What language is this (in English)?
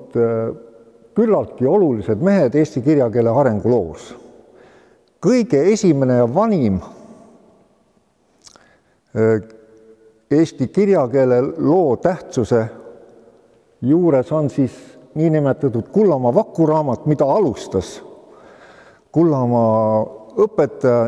Estonian